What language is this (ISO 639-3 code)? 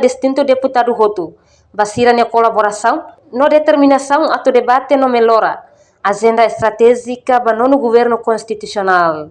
tet